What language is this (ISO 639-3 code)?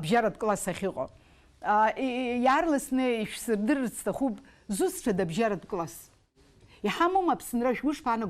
abk